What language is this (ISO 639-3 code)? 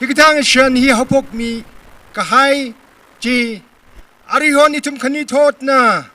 nmf